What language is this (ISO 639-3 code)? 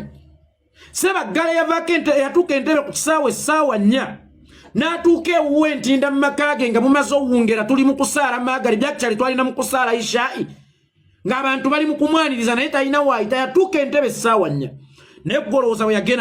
lug